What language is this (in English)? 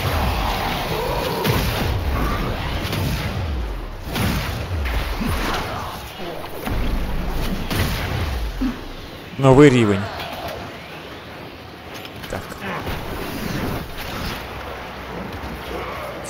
Ukrainian